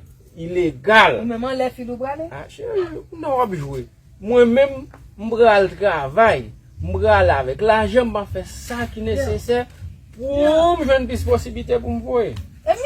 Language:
Haitian Creole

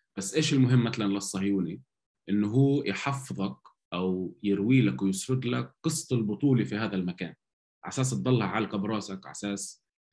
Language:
North Levantine Arabic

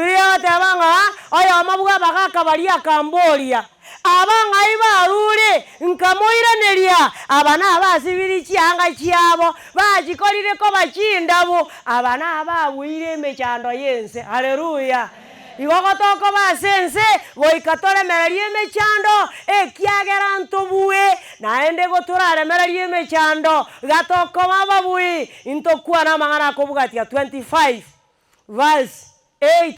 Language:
Gusii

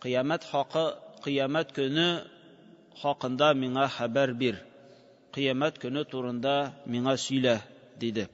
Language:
Tatar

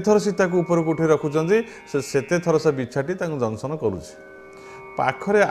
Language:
Odia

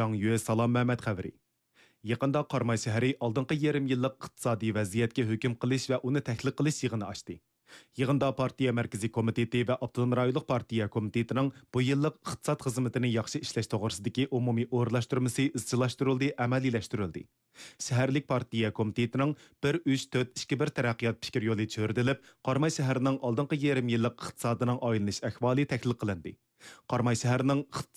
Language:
Uyghur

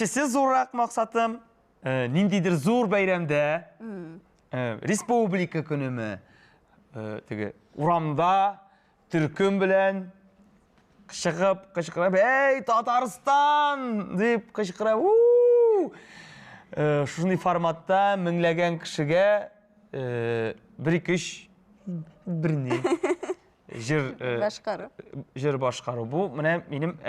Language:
Tatar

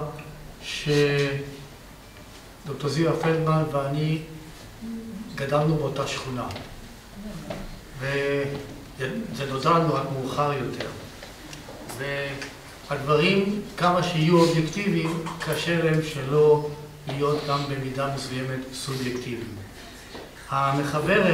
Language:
Hebrew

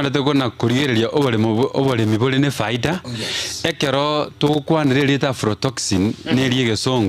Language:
Gusii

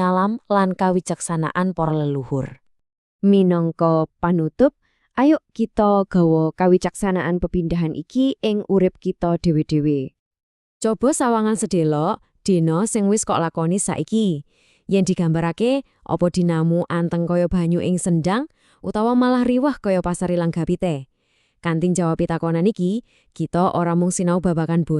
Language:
Javanese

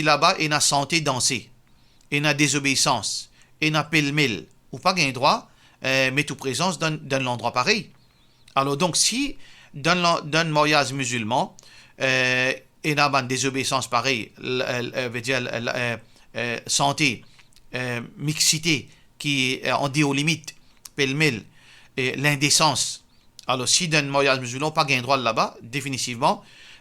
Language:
Morisyen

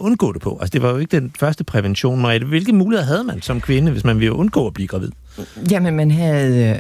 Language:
Danish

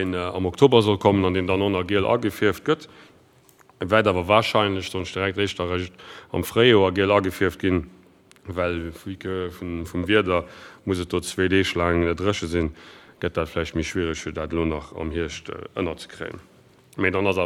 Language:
Luxembourgish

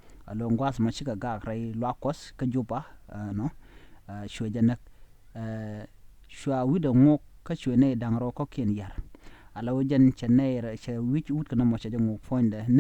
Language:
Nuer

